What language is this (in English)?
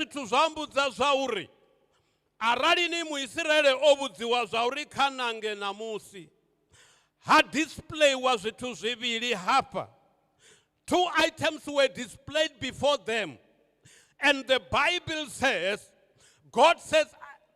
Venda